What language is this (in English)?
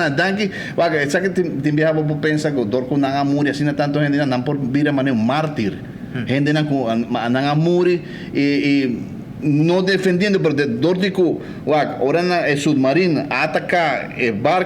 Papiamento